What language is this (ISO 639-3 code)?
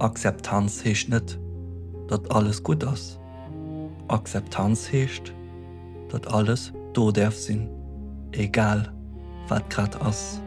ltz